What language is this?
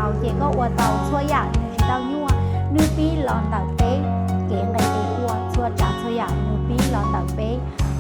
Hmong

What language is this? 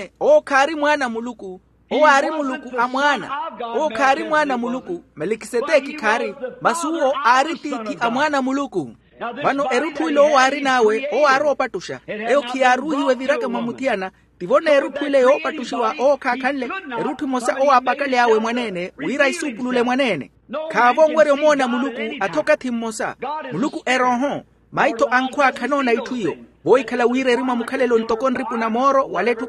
Makhuwa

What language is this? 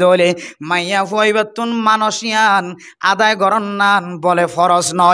Rohingya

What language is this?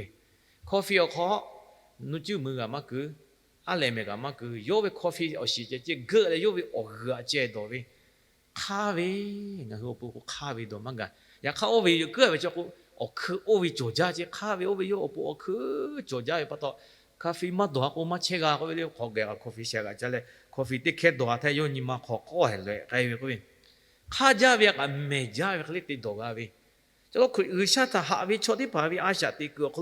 Lahu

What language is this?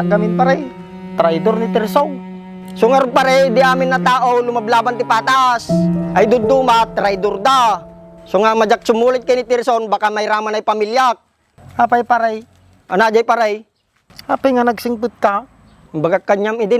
Iloko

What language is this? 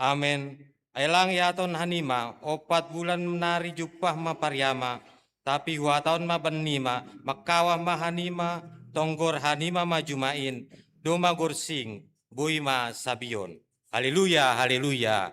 Batak Simalungun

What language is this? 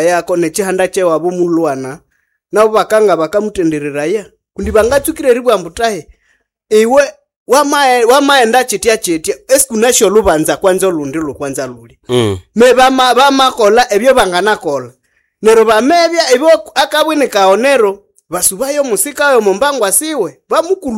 Nande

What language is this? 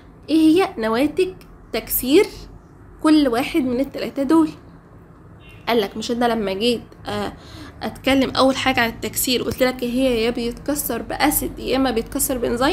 Egyptian Arabic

